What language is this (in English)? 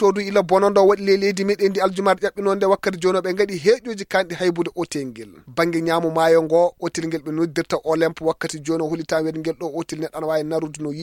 Fula